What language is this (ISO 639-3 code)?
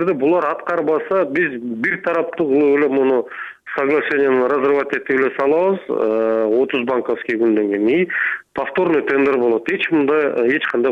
kir